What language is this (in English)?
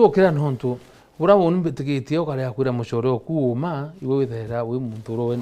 Meru